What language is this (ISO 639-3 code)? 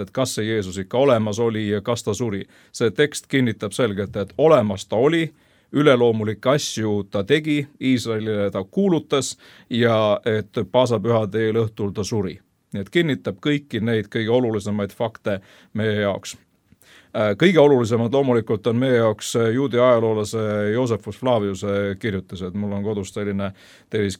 est